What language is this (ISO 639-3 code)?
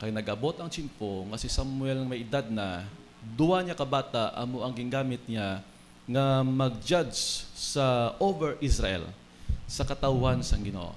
hil